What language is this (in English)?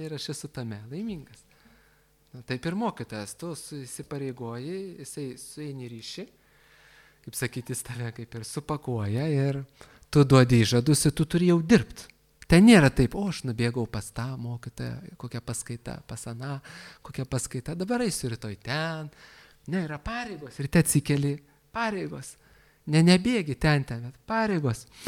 Lithuanian